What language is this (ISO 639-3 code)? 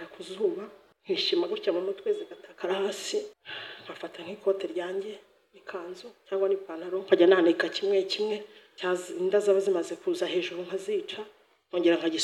kin